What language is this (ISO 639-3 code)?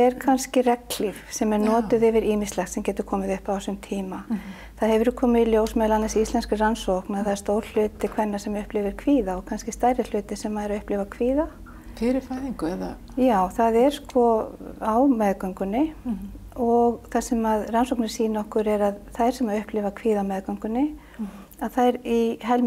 isl